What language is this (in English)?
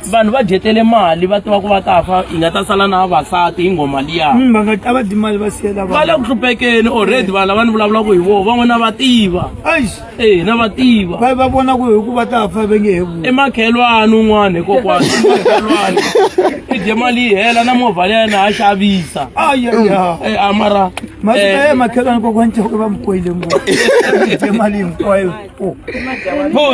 Tsonga